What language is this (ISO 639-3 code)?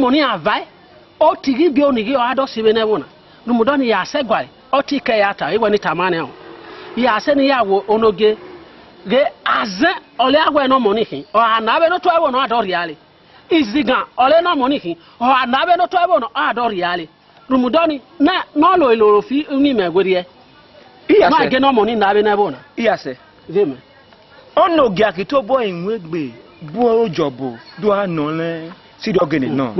ish